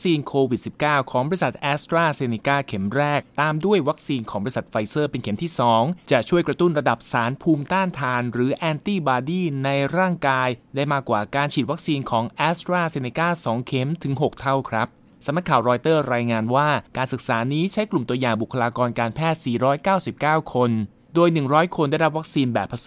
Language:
Thai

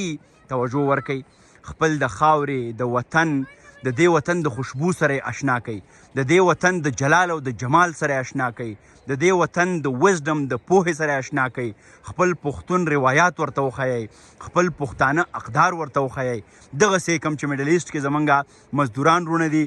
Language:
Pashto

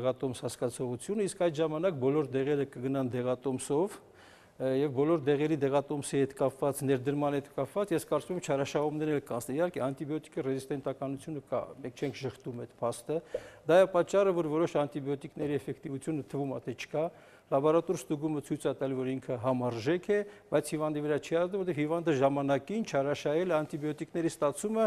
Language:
Armenian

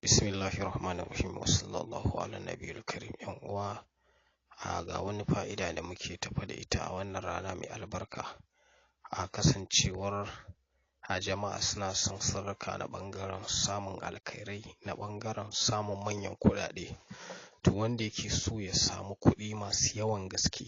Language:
Hausa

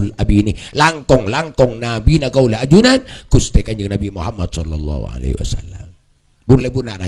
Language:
Madurese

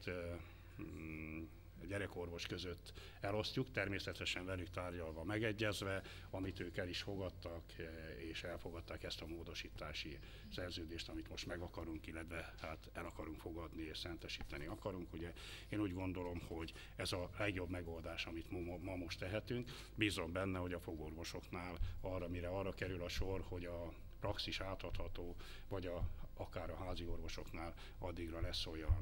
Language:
Hungarian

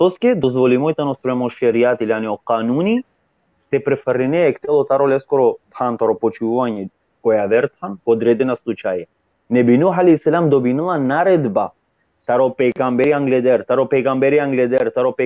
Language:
Balkan Romani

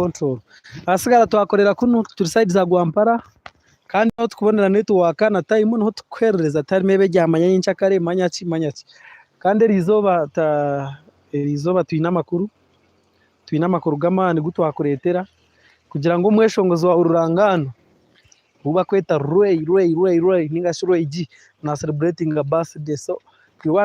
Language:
Nyankole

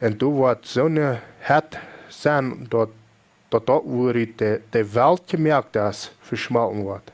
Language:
Plautdietsch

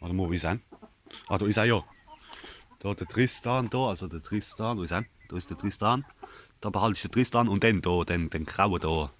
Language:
Palatine German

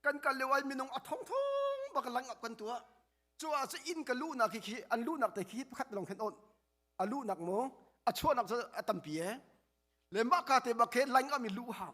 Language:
Hakha Chin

